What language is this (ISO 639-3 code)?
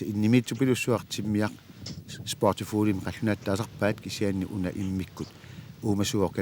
kal